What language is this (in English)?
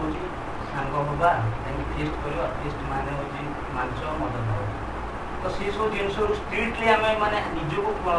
Odia